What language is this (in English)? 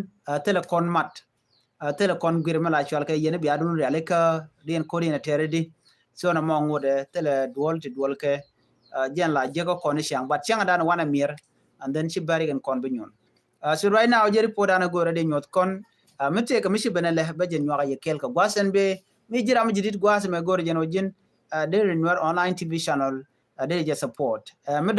Nuer